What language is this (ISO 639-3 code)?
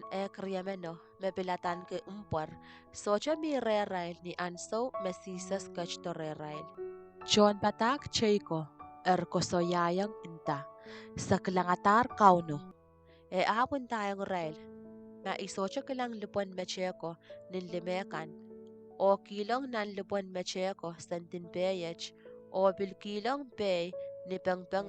pon